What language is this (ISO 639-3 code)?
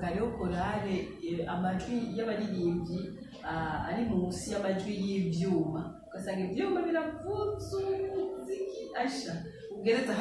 run